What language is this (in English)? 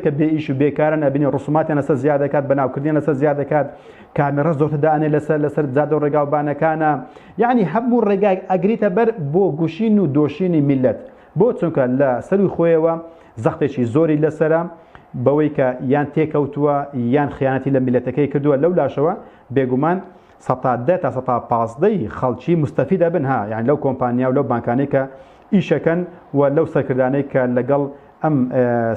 Central Kurdish